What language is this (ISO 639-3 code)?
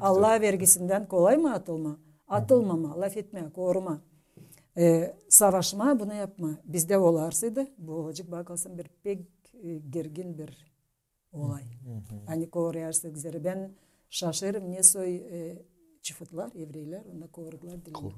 gag